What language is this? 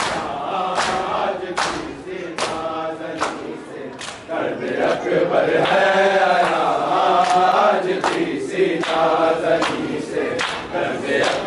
Urdu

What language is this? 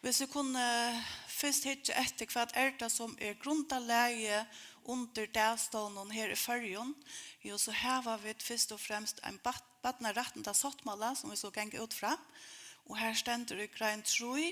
Faroese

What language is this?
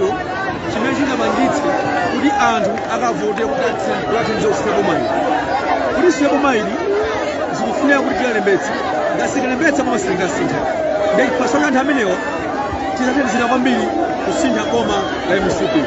Nyanja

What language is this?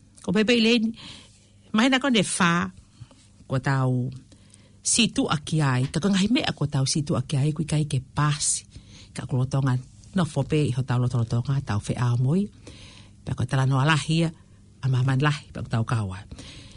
Tongan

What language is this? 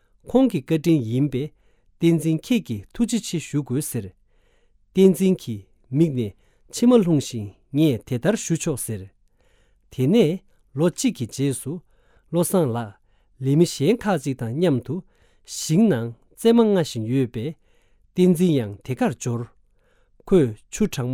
Tibetan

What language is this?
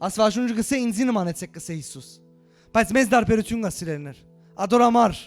Western Armenian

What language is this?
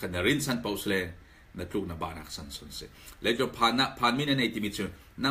Falam Chin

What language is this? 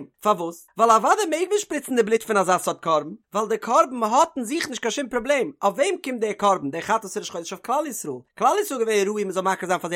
Yiddish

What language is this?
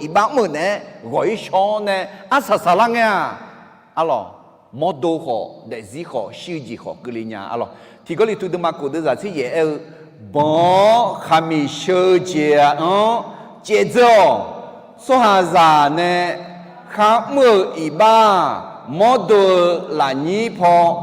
Akha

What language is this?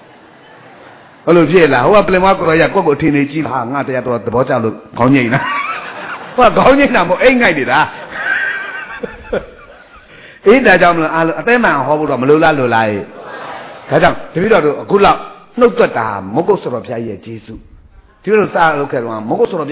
Burmese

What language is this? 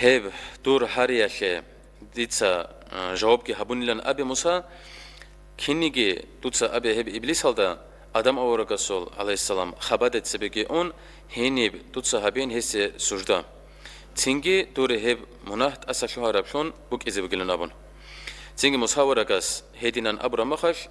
Avaric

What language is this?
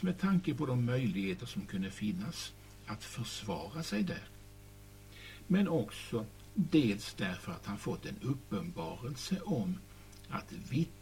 Swedish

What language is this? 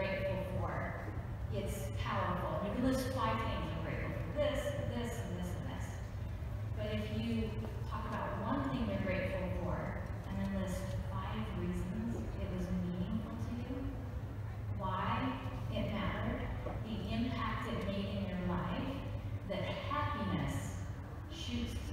English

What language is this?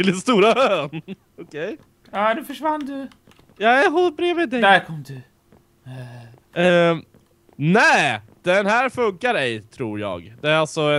Swedish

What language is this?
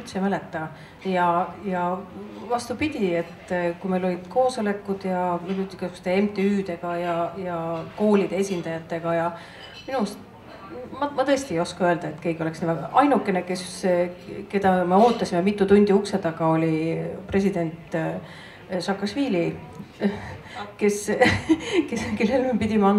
Estonian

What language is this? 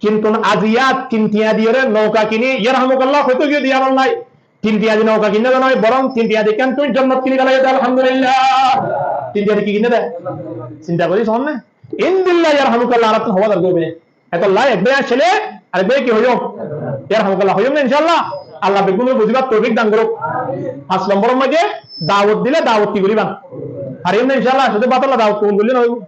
Rohingya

